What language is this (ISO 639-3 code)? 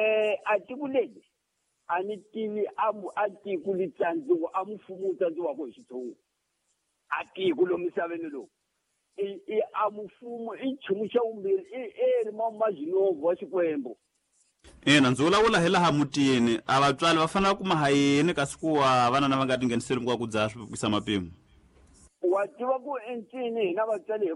tso